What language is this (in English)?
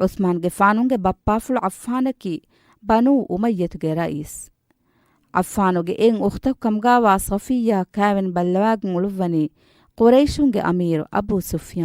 Divehi